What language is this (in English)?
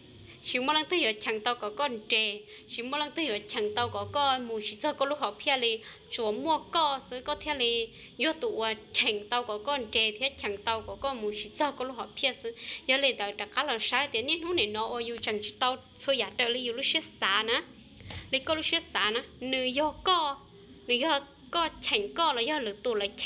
Hmong